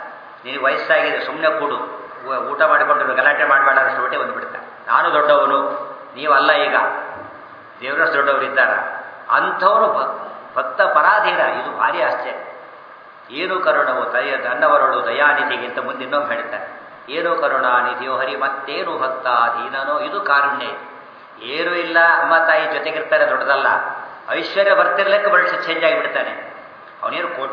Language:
Kannada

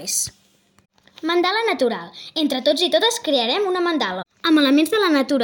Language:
Catalan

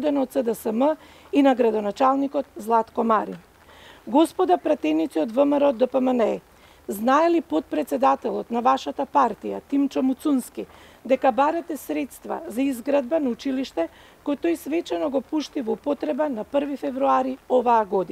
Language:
Macedonian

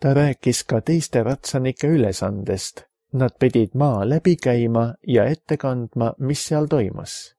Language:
Estonian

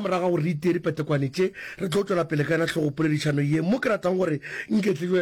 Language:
Northern Sotho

